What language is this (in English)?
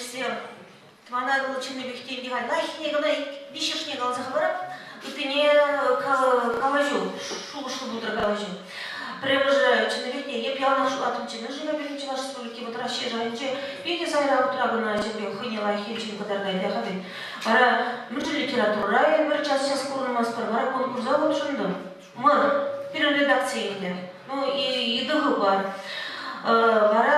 Chuvash